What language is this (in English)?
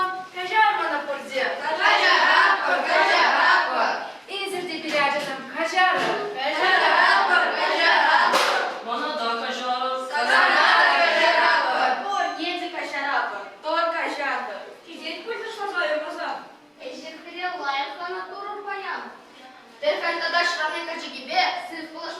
Chuvash